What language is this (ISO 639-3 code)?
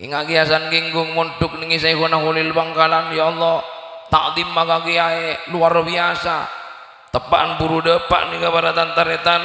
mad